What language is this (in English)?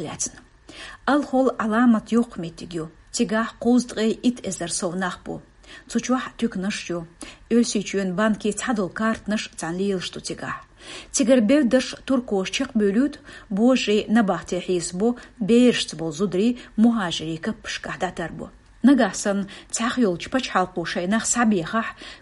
Chechen